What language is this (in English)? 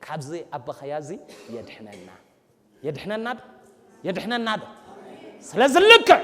Tigrinya